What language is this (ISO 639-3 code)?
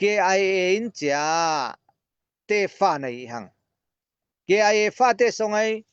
cfm